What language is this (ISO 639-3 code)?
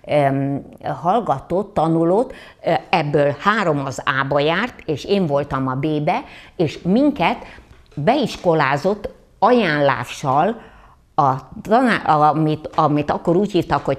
hun